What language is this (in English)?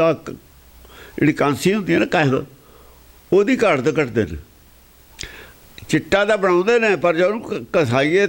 Punjabi